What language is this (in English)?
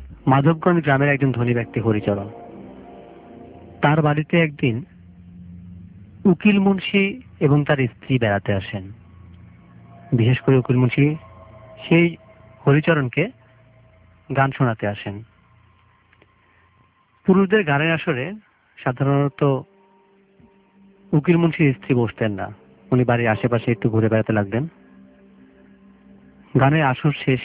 Bangla